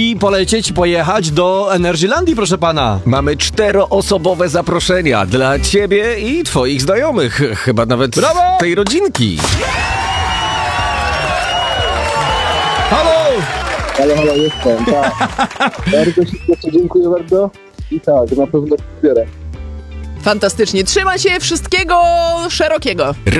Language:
Polish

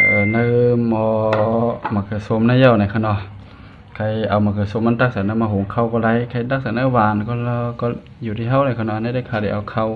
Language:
Shan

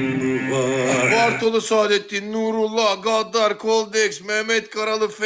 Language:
Turkish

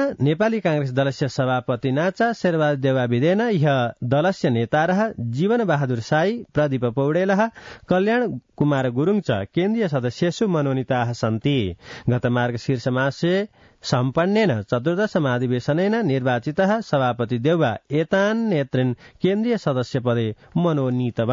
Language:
Sanskrit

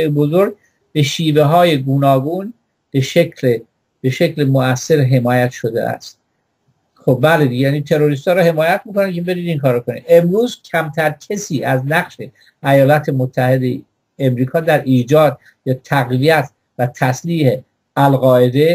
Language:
Persian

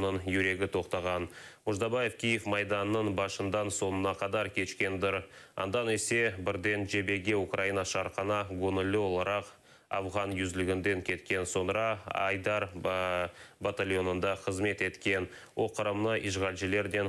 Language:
Crimean Tatar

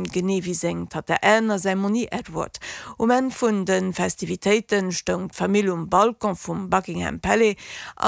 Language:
Luxembourgish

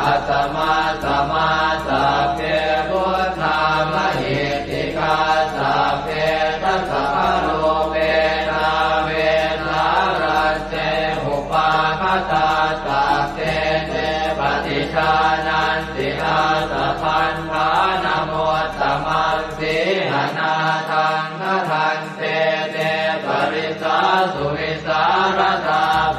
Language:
Pali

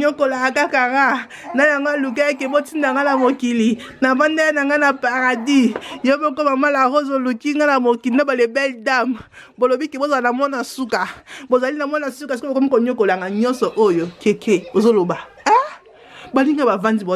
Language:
Lingala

